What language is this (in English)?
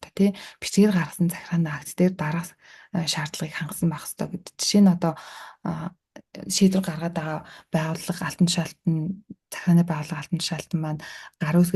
Mongolian